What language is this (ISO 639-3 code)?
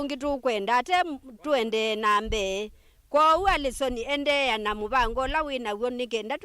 kam